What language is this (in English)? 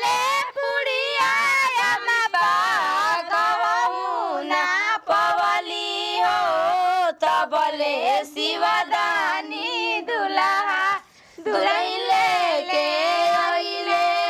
Bhojpuri